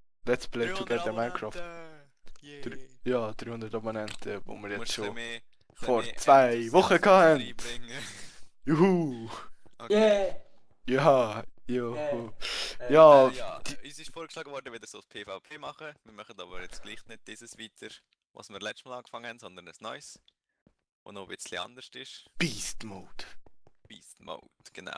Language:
Swiss German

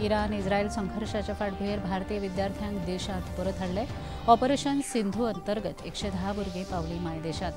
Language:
Konkani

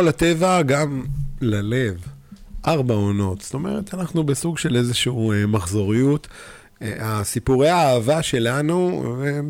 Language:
Hebrew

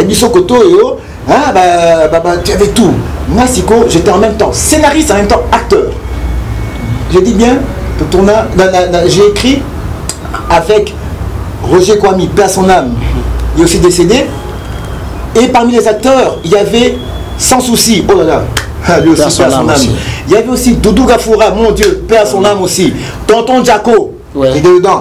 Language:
French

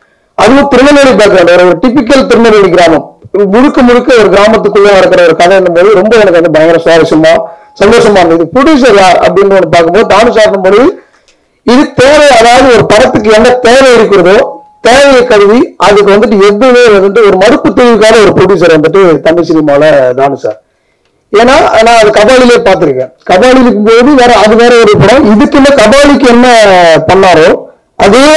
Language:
Tamil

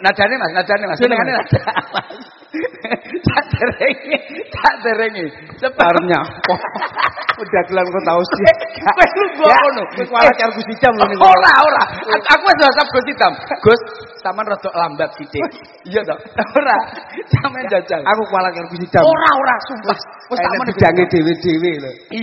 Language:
Javanese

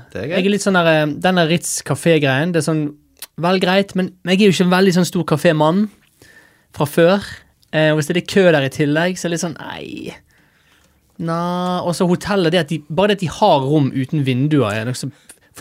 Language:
Norwegian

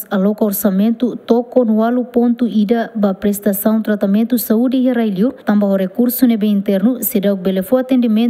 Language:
Tetum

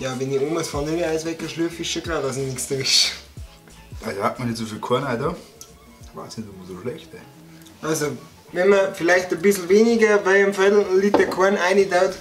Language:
Bavarian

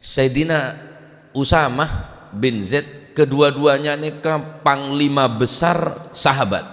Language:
Madurese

